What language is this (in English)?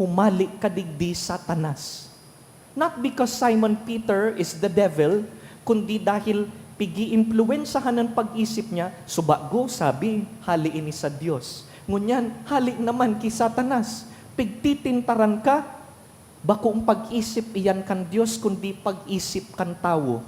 Bikol